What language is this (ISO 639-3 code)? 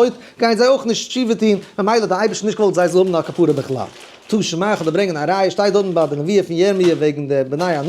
yid